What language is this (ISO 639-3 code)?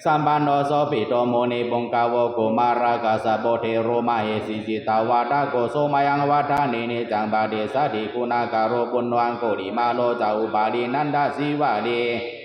pli